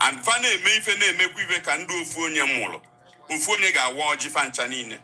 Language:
Igbo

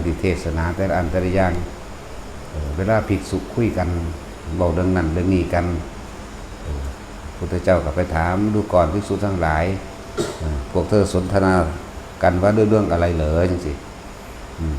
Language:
Northeastern Thai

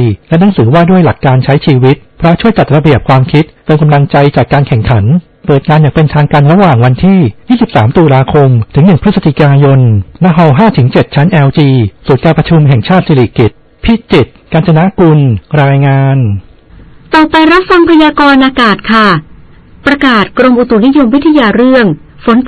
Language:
Thai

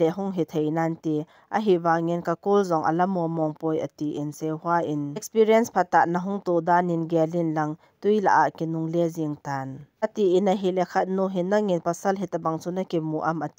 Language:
Thado Chin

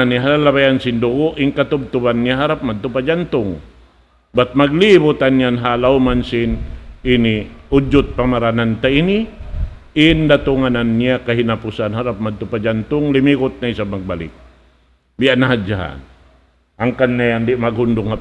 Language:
Tausug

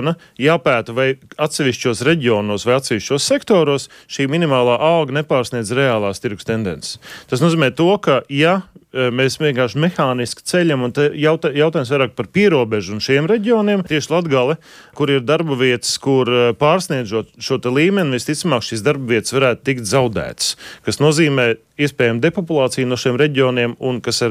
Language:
Latvian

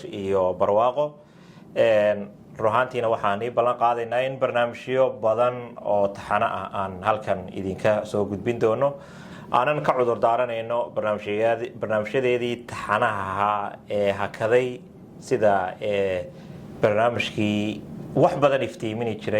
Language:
Somali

